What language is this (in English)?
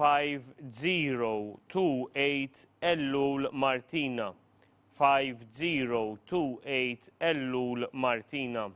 English